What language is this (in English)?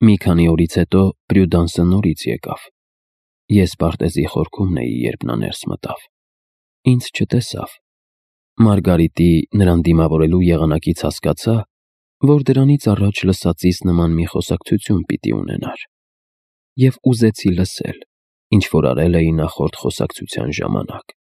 Armenian